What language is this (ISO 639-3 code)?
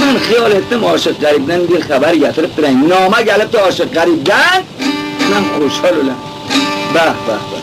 kmz